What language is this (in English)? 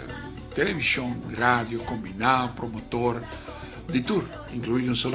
Papiamento